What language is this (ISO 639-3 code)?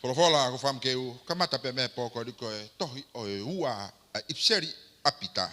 ton